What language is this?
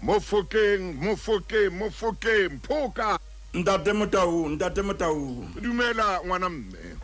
Southern Sotho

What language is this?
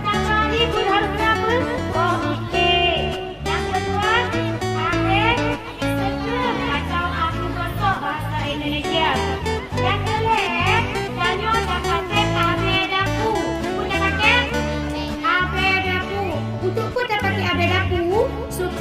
Achinese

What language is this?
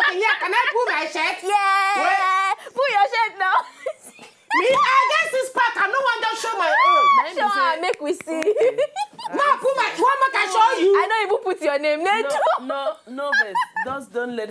Nigerian Pidgin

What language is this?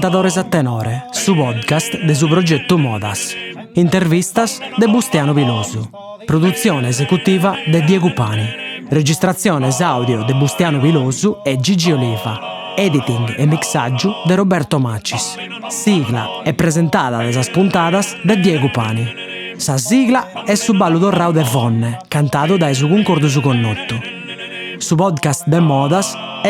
Sardinian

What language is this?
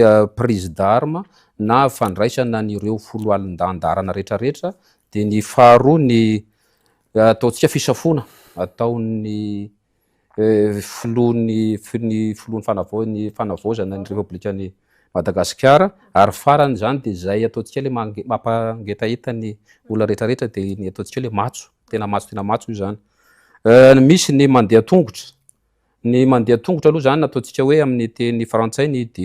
Malagasy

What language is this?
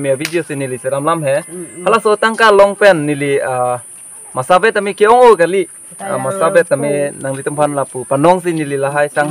Karbi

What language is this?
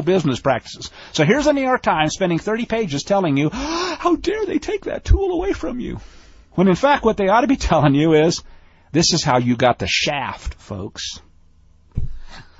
English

